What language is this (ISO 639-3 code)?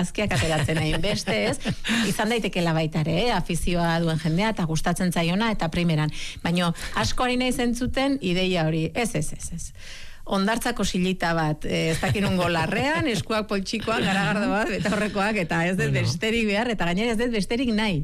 eus